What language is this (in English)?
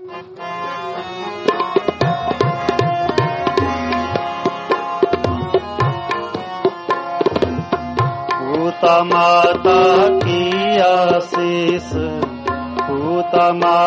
Punjabi